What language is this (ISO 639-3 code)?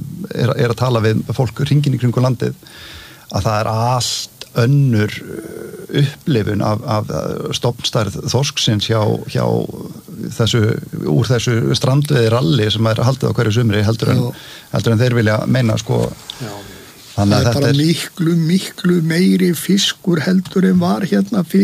isl